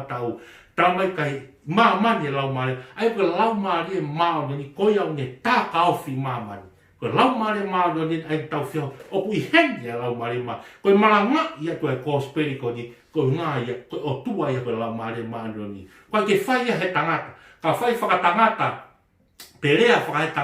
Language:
Tongan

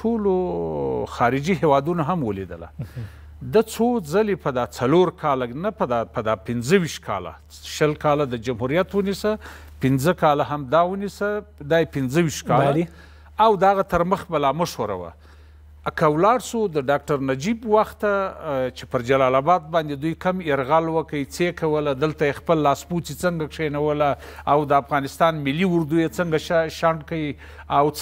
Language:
Pashto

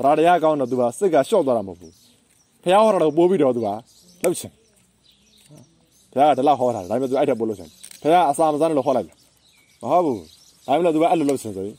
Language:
Burmese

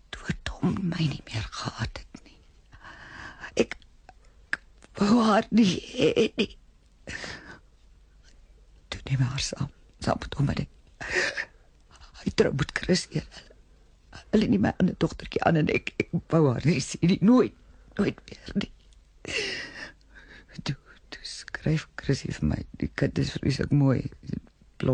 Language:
Afrikaans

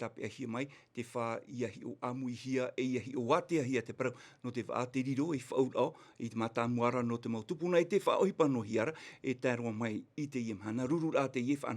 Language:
Tahitian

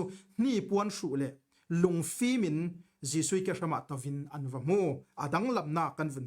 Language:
Falam Chin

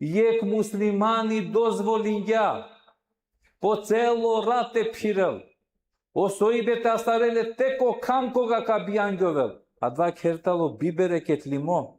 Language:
Balkan Romani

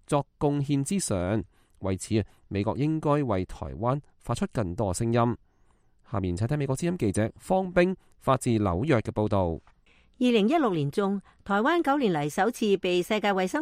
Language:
Cantonese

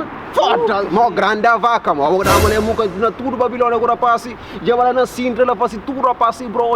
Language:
Kabuverdianu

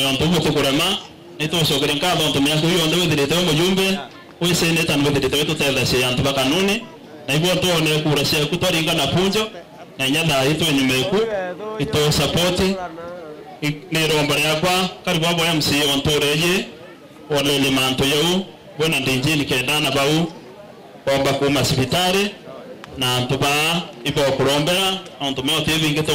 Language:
Meru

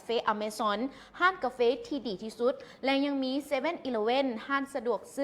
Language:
Lao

